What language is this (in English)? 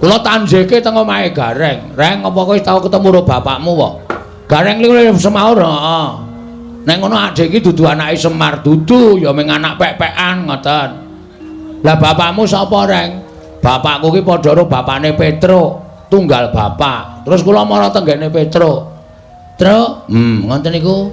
Javanese